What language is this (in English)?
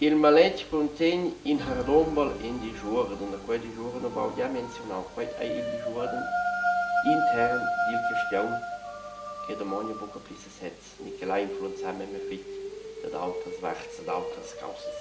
Romansh